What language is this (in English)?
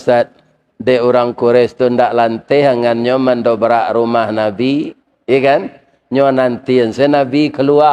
Minangkabau